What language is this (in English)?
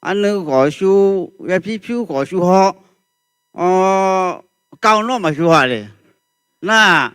Akha